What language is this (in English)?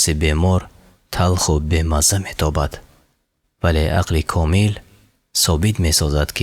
Tajik